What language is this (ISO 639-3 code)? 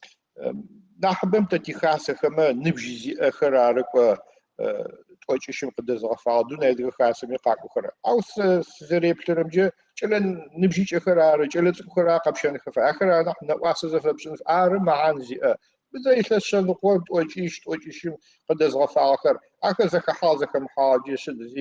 ady